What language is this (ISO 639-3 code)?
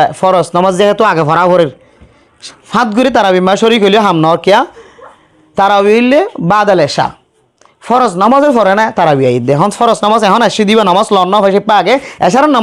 rhg